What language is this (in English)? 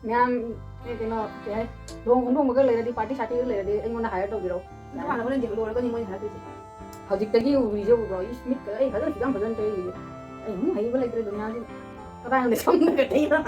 Manipuri